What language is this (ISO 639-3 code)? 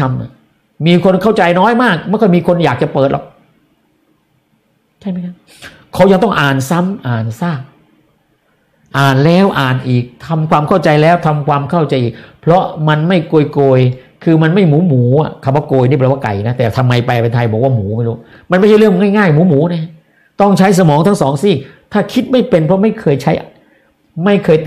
tha